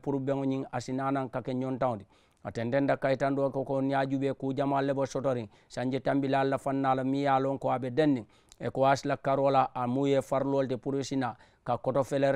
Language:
Mandingo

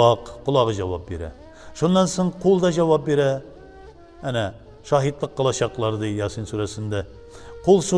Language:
Tatar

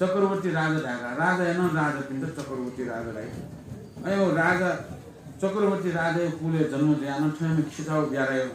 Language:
Newari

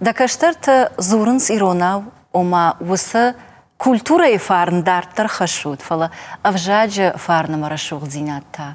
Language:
Ossetic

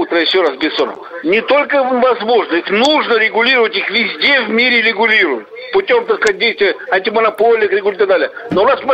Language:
Russian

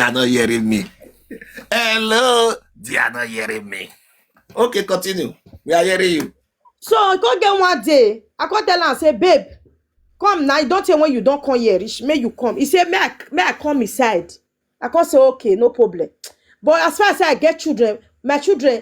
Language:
Nigerian Pidgin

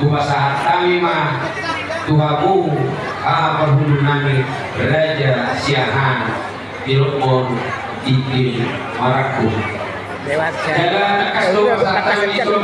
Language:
Batak Toba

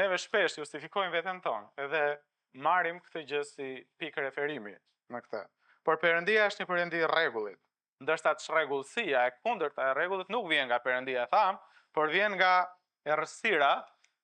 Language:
Albanian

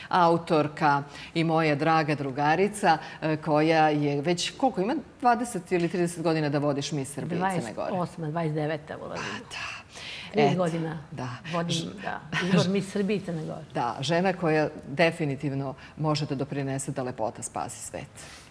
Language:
Serbian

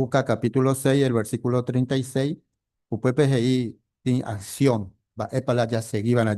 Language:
Guarani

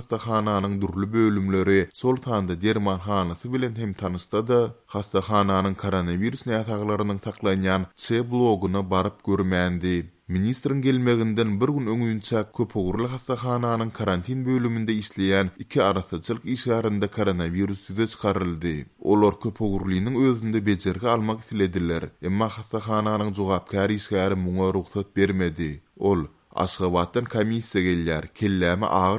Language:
Turkmen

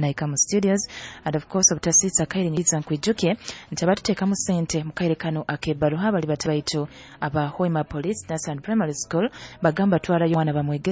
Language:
Nyoro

